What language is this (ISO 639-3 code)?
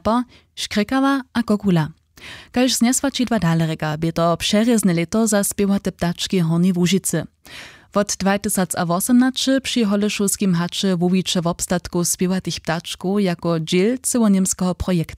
hsb